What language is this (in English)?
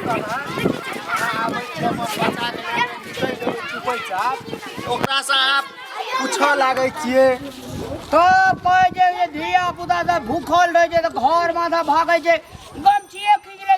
Maithili